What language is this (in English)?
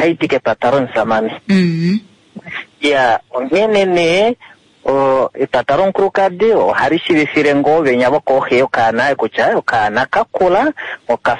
Kuanyama